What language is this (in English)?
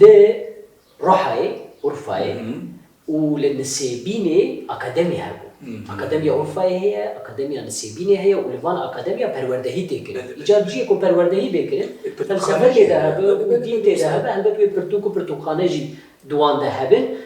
Kurdish